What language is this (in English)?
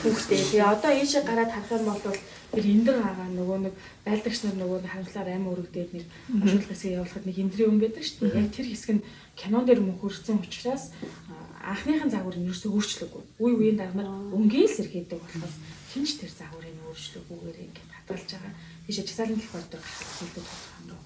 Mongolian